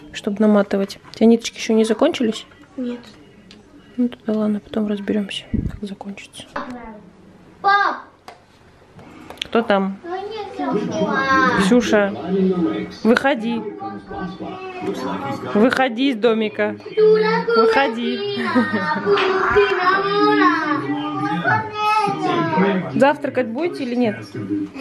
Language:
Russian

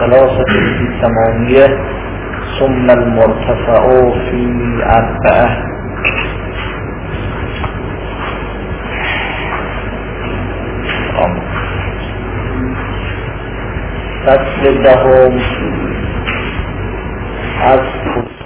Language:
Persian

